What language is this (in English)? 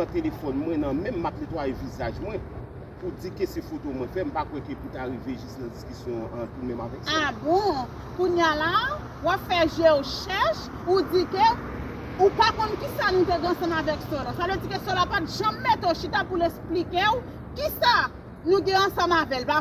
Haitian Creole